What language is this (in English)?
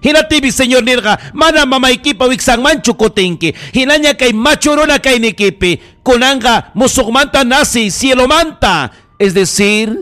Ayacucho Quechua